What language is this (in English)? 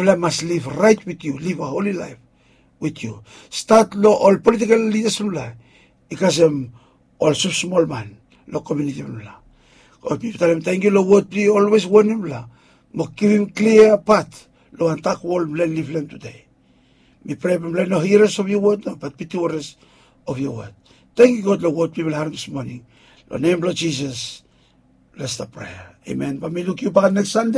Bislama